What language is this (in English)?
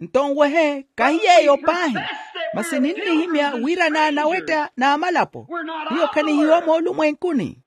Makhuwa